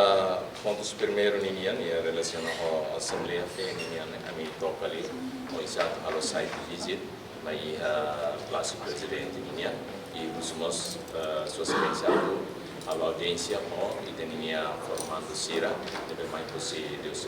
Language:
Tetum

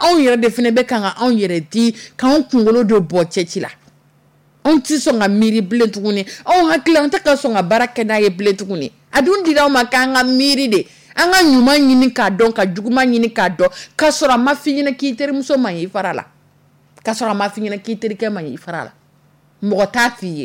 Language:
Dyula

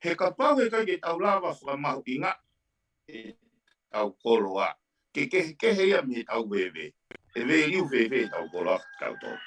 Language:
Tongan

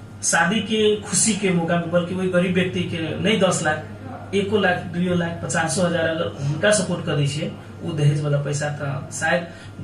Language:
Maithili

